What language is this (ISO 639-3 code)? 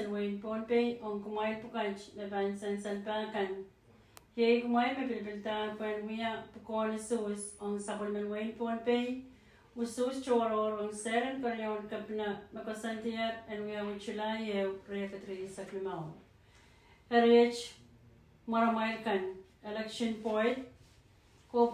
pon